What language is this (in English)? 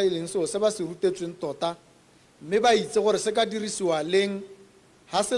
Tswana